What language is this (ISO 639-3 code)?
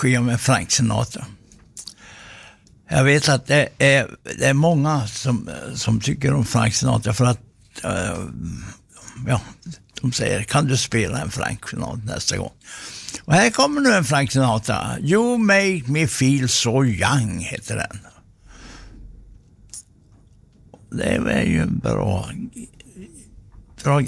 swe